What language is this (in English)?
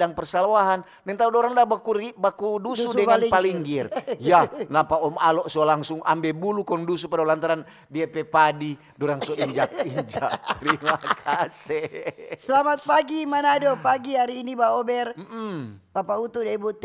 Manado Malay